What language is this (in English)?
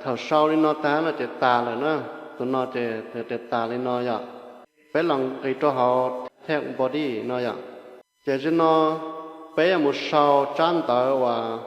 Hmong